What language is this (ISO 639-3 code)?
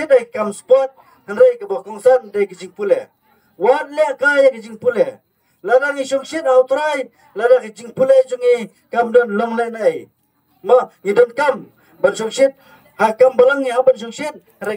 kha